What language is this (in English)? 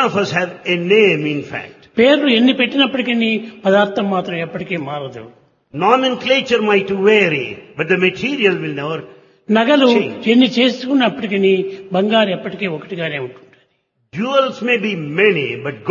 Telugu